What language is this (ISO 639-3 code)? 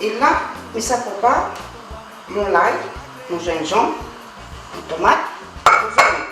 rcf